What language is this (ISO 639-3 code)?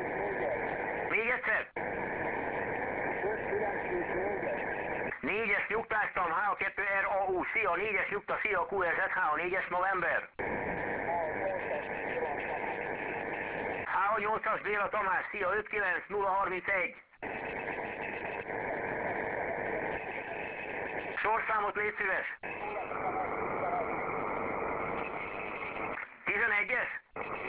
hun